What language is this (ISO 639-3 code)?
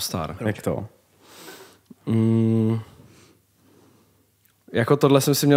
ces